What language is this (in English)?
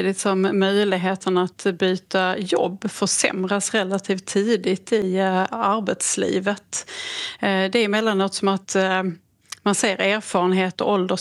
Swedish